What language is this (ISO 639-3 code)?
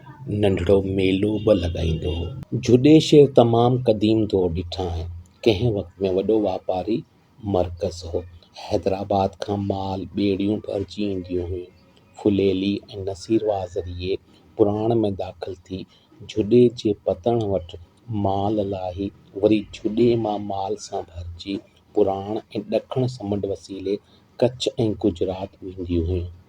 snd